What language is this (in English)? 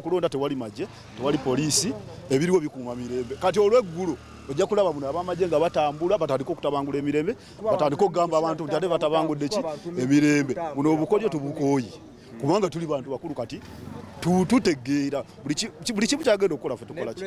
Ganda